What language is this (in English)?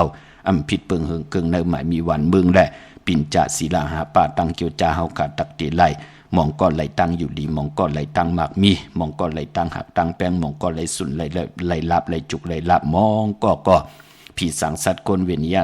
Shan